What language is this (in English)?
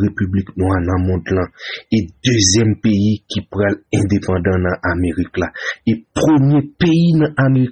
Haitian Creole